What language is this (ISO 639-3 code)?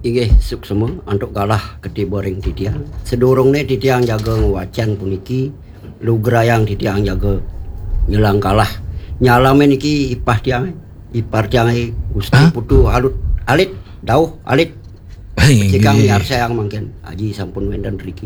ban